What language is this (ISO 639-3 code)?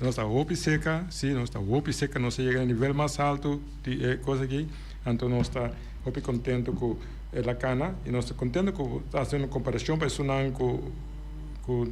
pap